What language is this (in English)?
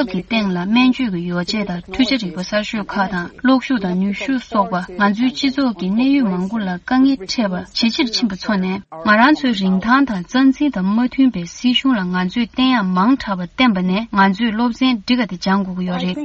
Tibetan